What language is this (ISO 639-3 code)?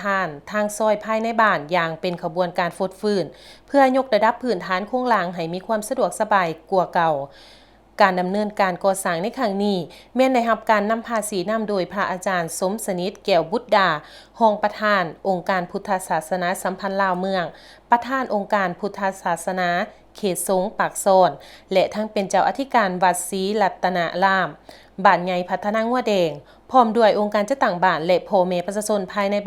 lao